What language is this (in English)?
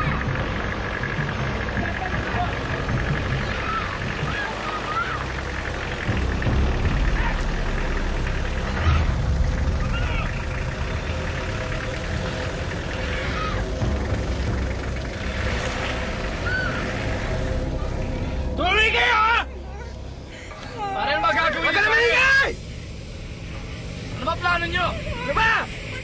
Filipino